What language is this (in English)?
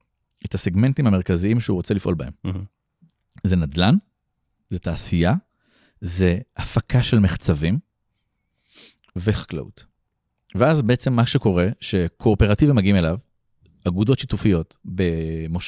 Hebrew